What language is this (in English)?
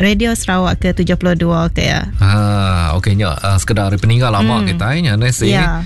Iban